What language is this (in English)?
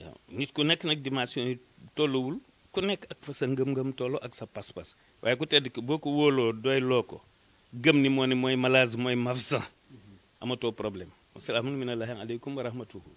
Wolof